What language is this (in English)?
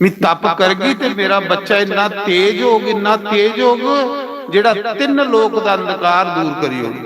Dogri